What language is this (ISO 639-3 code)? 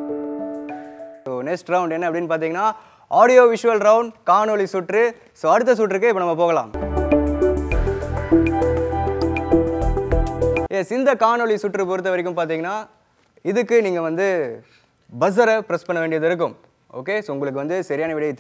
tam